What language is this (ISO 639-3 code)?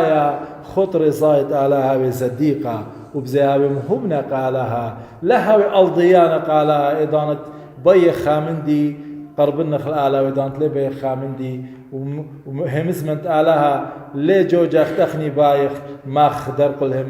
aii